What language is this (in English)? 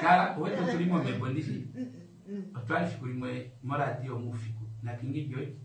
Kuanyama